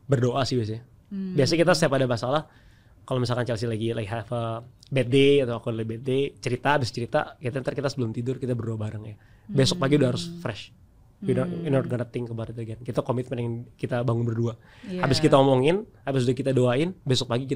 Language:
Indonesian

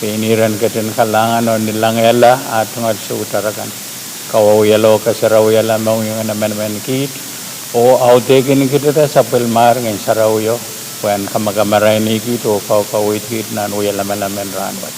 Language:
Pohnpeian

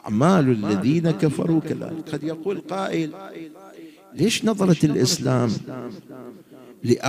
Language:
Arabic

